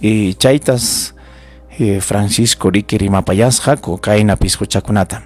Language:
Ayacucho Quechua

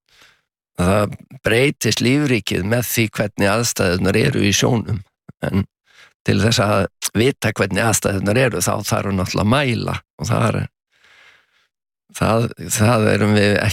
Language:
Icelandic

